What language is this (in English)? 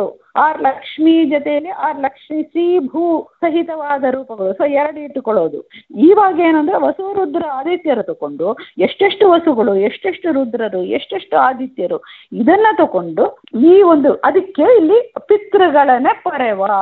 Kannada